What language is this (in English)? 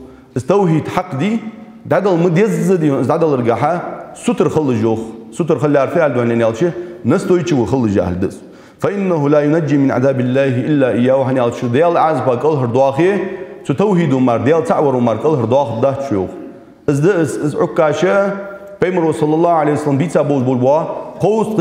Ingush